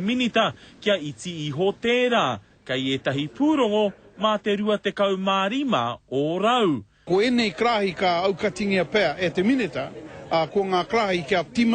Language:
Māori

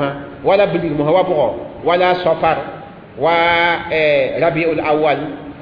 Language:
Mossi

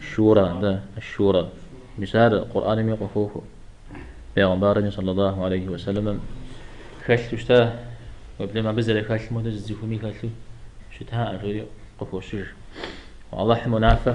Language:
Kabardian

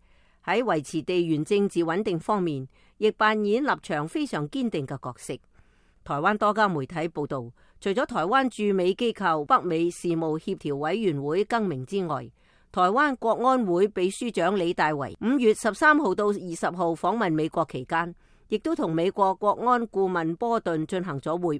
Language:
Cantonese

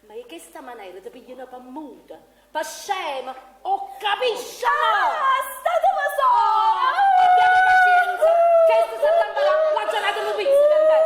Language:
Neapolitan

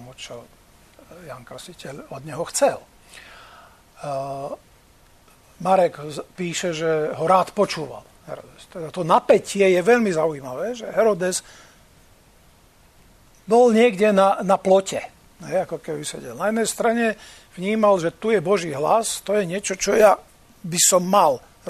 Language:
Slovak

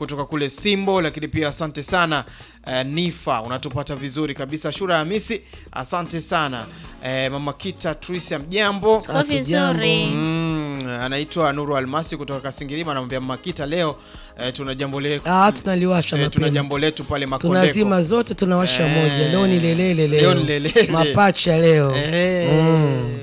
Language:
Swahili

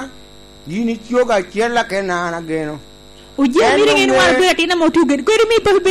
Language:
Lango (Uganda)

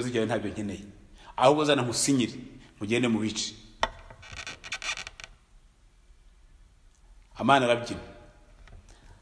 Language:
Kinyarwanda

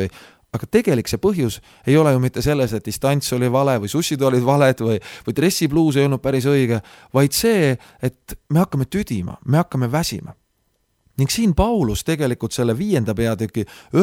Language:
Estonian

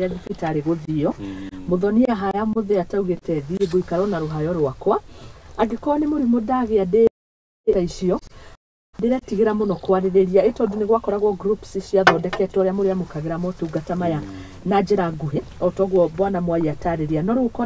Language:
Kikuyu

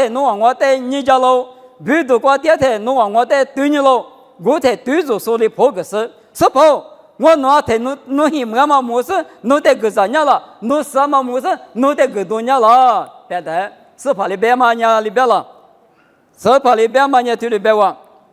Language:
Lisu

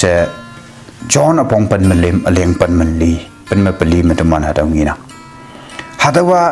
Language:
Konyak Naga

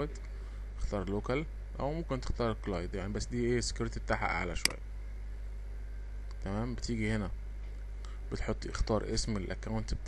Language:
Egyptian Arabic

